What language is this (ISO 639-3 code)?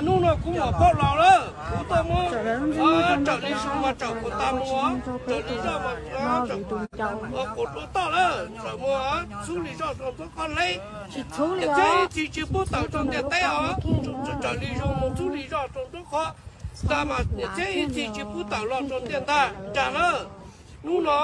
hmn